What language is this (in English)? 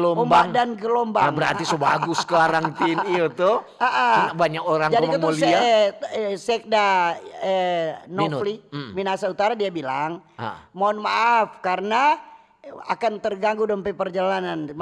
Manado Malay